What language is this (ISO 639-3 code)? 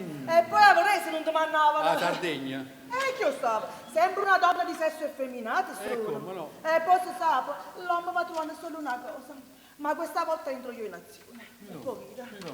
nap